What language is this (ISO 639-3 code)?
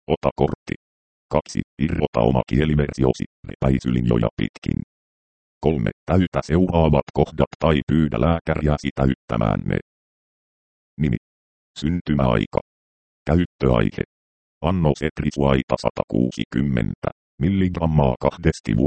fin